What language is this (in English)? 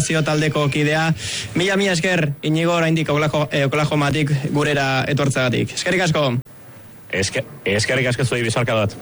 Basque